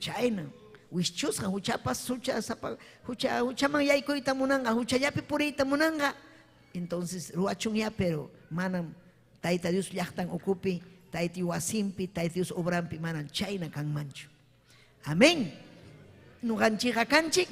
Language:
Ayacucho Quechua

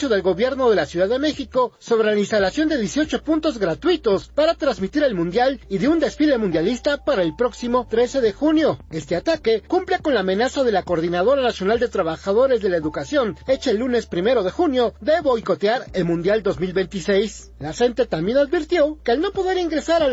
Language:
Spanish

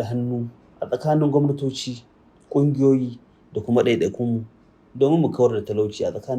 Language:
Hausa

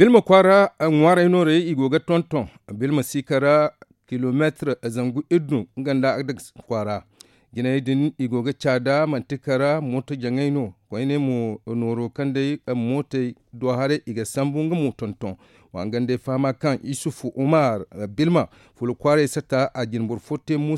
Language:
Zarma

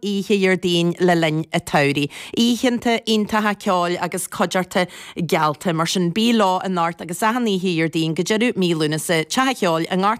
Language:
Irish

